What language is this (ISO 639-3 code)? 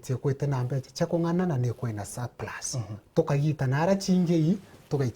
mer